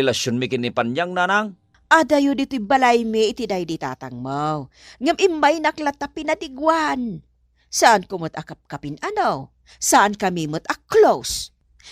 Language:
Iloko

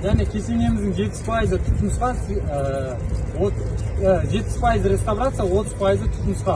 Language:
Kazakh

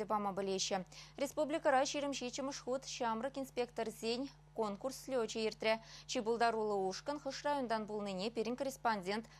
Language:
Chuvash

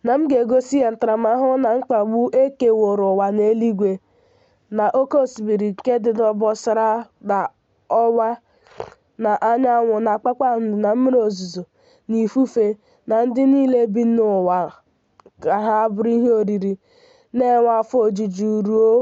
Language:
Igbo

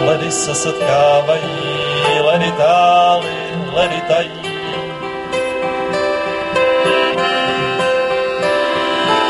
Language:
Czech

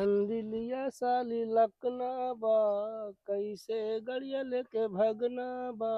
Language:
Awadhi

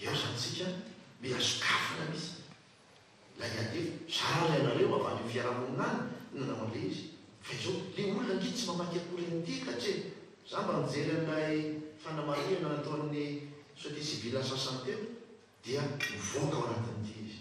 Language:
Malagasy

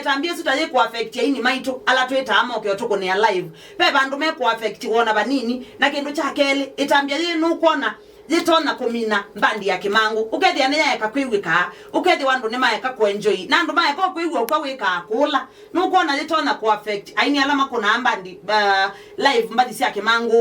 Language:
Kamba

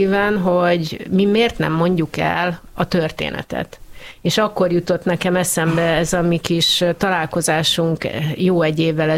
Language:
Hungarian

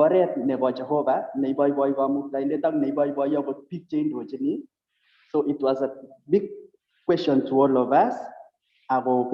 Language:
Kalenjin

